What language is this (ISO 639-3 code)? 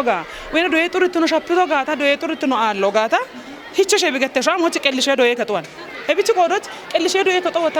kbr